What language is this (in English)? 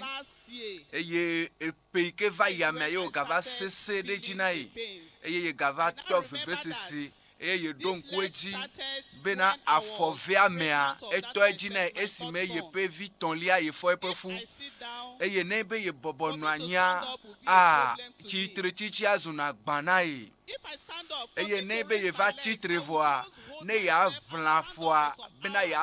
Ewe